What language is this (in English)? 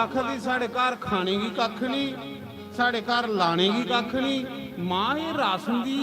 Dogri